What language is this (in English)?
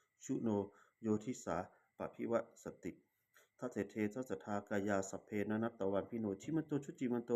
Pali